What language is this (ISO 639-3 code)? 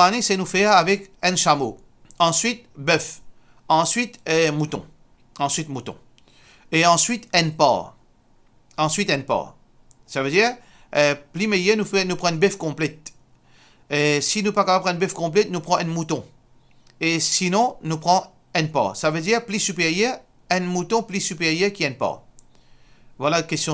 mfe